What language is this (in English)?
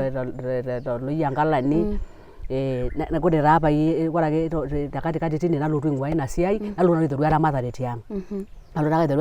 Masai